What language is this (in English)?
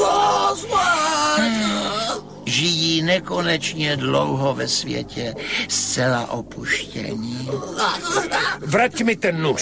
Czech